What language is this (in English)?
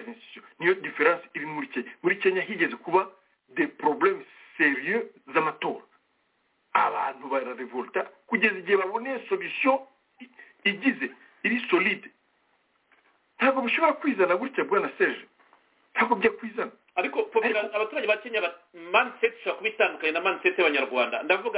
Kinyarwanda